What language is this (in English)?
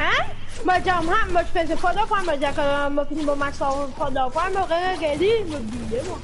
Morisyen